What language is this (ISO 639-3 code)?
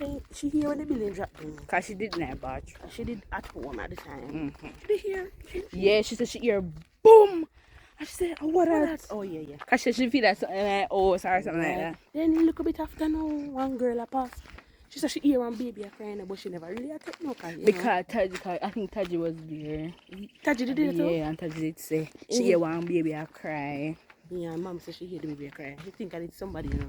jam